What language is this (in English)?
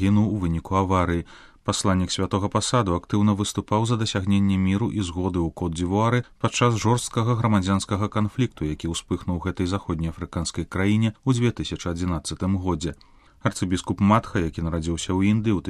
Belarusian